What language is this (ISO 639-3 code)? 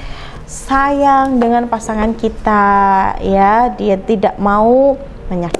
ind